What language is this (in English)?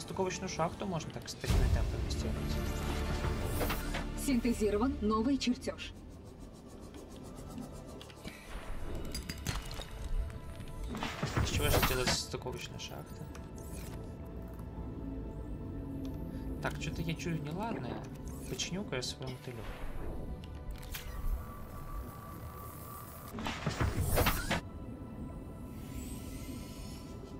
Russian